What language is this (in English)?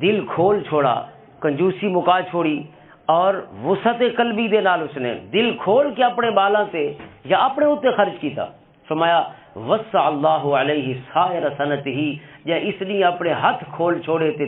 Western Panjabi